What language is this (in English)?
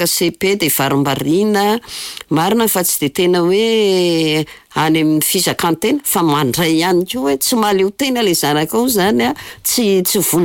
Malagasy